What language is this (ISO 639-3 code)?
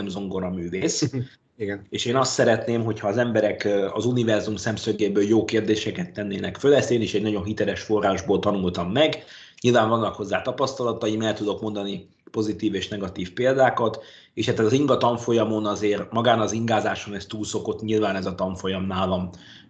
hun